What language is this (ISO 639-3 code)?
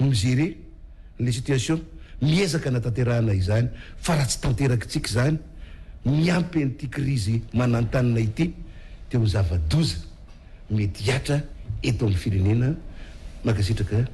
mlg